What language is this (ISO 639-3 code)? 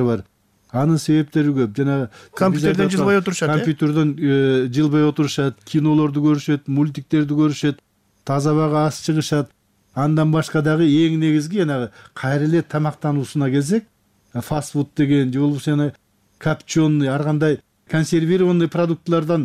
kir